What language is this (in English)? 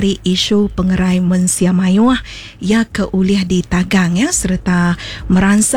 Iban